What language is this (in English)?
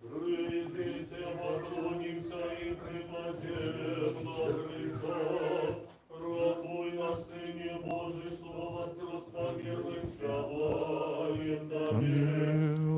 Belarusian